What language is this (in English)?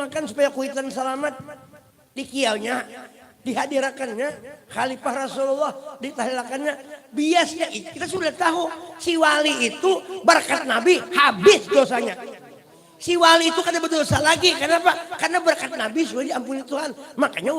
Banjar